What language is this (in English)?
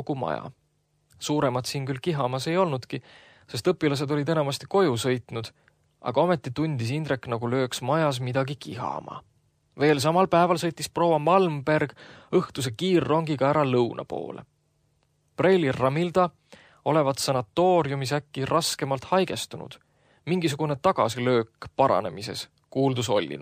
Estonian